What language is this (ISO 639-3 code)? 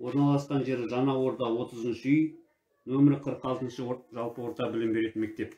kaz